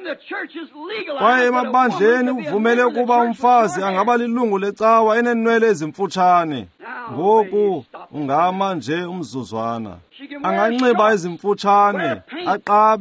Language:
Xhosa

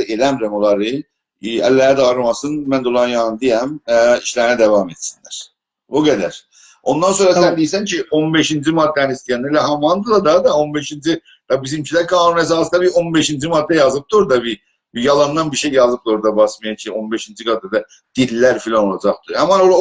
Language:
South Azerbaijani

